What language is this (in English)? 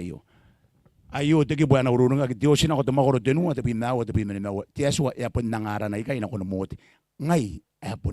Gilbertese